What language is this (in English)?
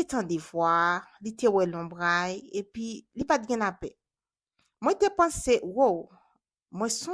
Haitian Creole